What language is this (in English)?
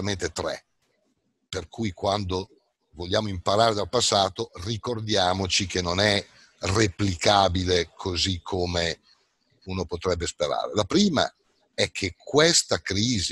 Italian